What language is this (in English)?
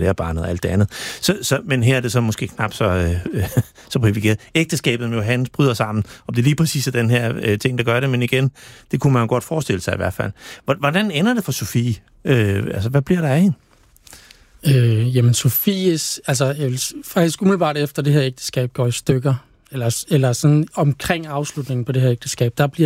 Danish